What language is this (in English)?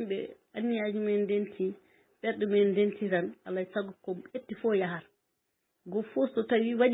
Fula